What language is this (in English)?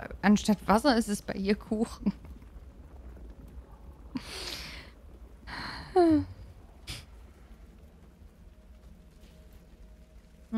German